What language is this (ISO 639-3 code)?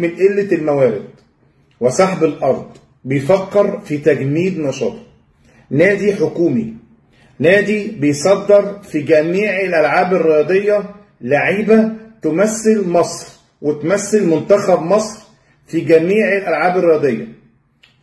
arz